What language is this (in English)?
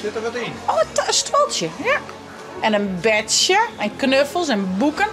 Western Frisian